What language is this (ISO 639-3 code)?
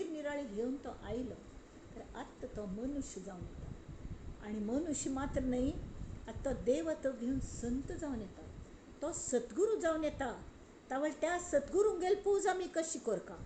kok